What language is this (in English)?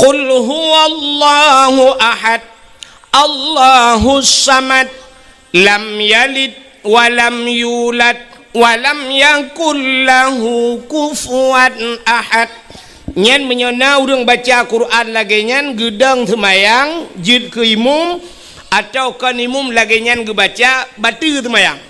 Achinese